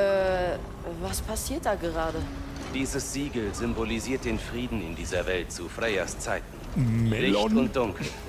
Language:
Bavarian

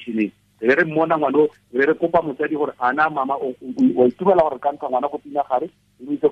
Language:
Tswana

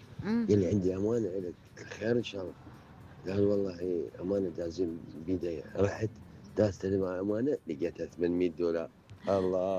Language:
Mesopotamian Arabic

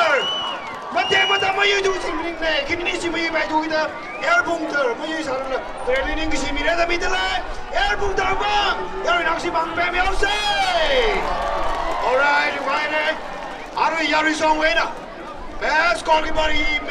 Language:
Tangkhul Naga (India)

